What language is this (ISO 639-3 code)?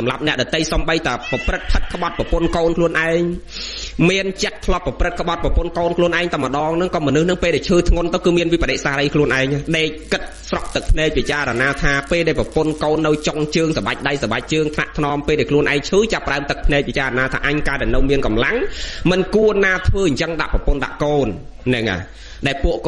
khm